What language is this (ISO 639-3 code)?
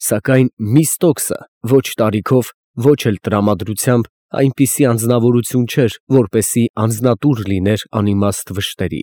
hye